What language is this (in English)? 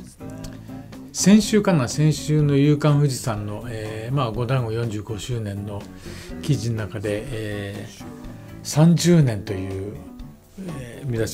Japanese